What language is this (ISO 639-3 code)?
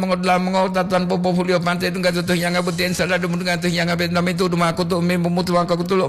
gor